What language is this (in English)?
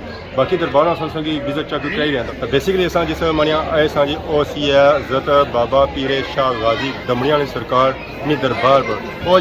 Pahari-Potwari